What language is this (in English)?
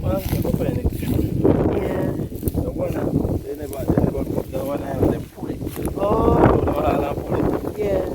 Jamaican Creole English